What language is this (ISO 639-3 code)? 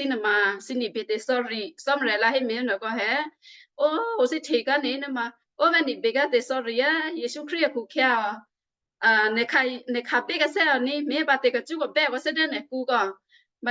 kyu